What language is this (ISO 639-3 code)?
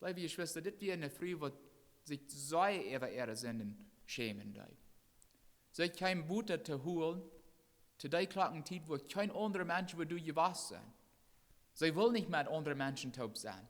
pdt